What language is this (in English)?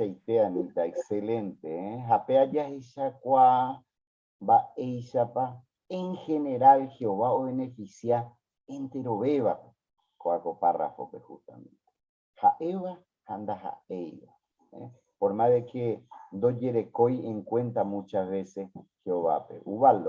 Guarani